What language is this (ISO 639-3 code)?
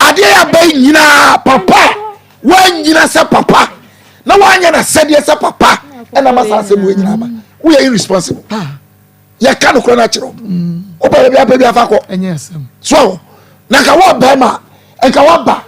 aka